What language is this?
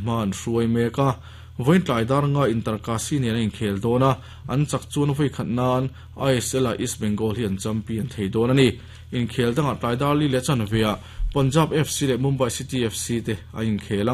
Mizo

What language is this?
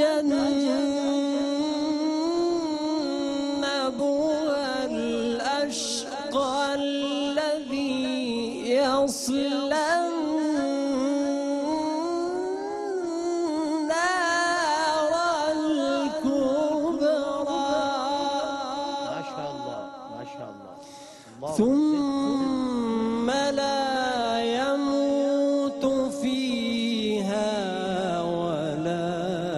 Arabic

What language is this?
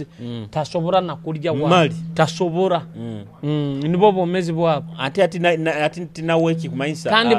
Nyoro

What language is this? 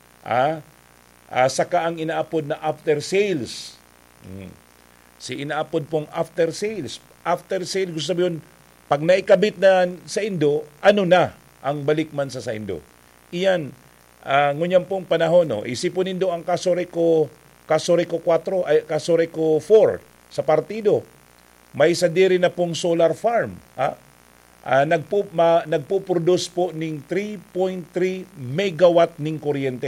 Bikol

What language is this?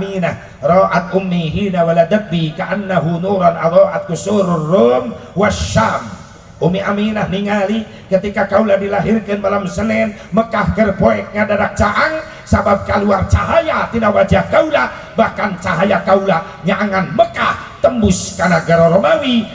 Sundanese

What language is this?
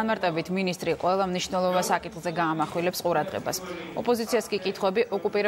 Georgian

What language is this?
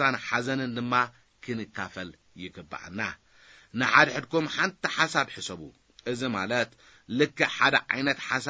Tigrinya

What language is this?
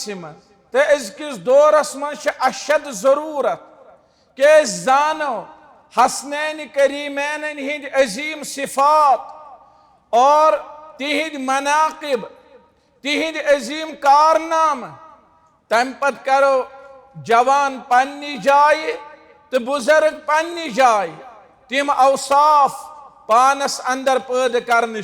Kashmiri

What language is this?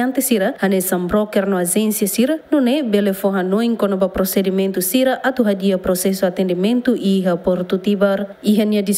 Tetum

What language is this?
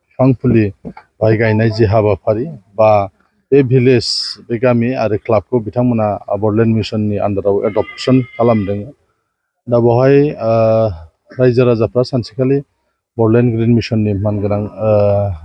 Bodo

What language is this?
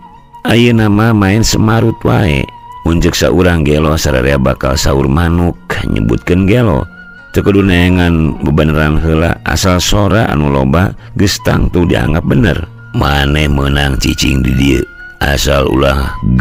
Sundanese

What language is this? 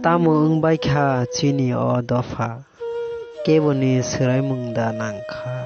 Kok Borok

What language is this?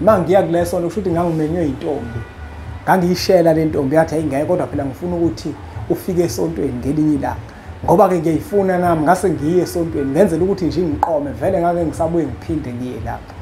Zulu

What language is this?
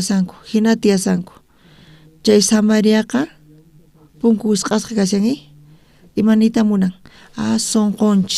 South Bolivian Quechua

